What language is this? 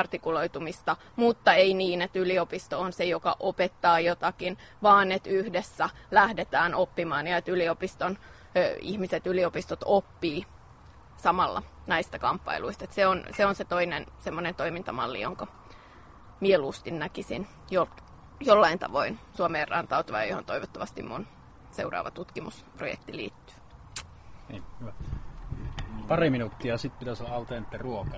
Finnish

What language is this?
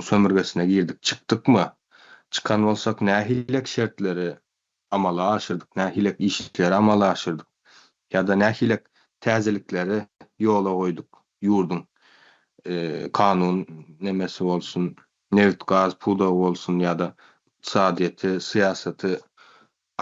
Turkmen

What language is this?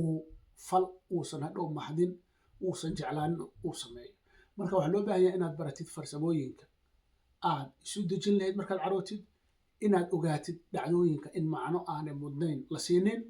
Somali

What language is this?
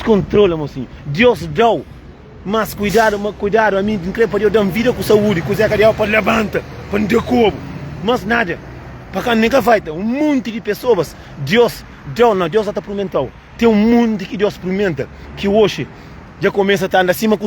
Kabuverdianu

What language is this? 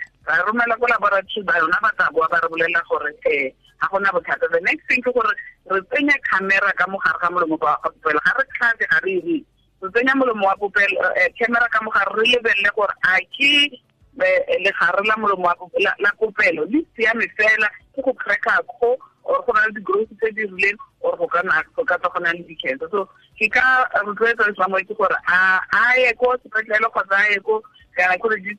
Tswana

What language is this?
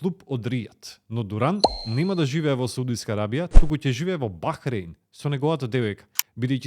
Macedonian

